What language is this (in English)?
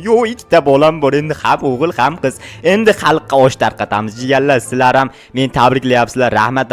Uzbek